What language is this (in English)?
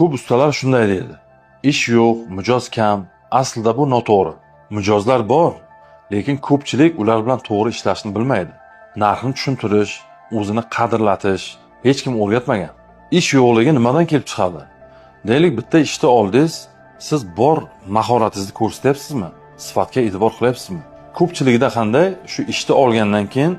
Uzbek